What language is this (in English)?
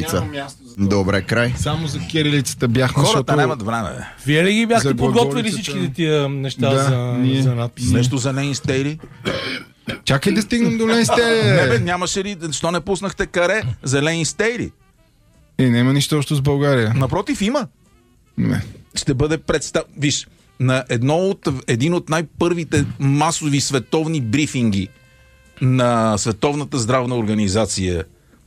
Bulgarian